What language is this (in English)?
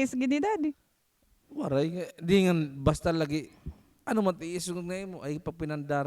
Waray